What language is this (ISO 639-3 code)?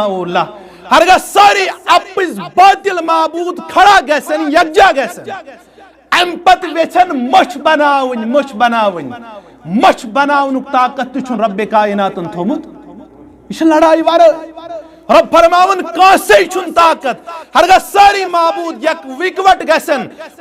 kas